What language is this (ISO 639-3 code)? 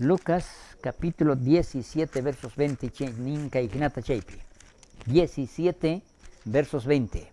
quh